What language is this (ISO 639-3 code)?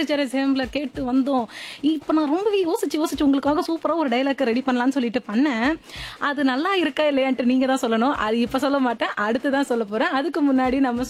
tam